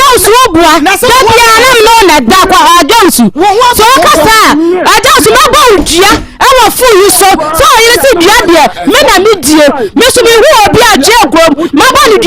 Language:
Akan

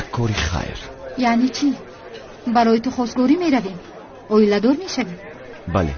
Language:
Tajik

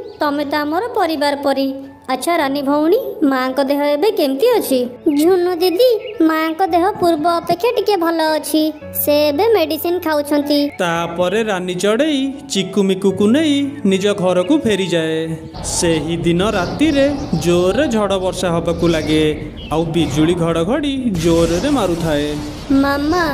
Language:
Odia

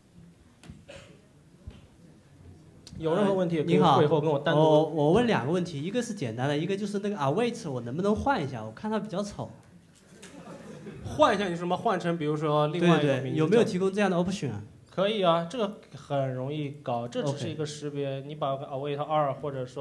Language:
Chinese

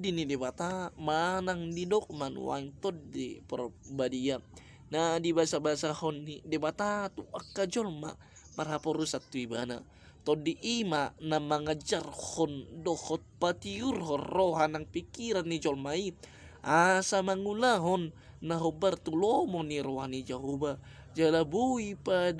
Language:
Batak Toba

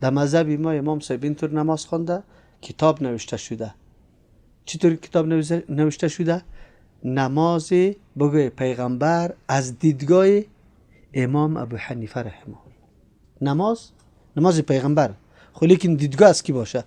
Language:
Persian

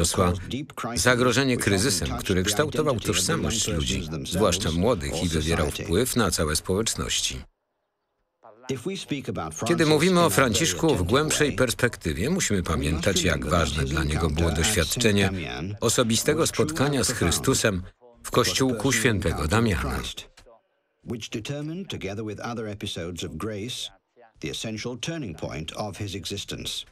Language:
Polish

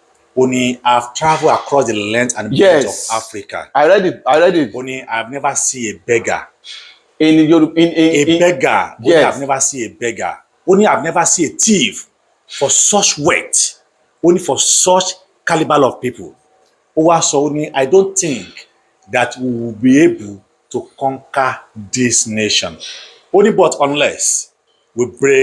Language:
Yoruba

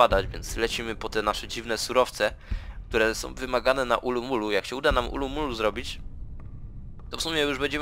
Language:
Polish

